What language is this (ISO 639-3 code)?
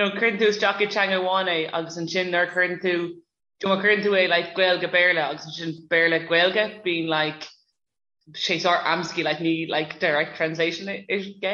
gle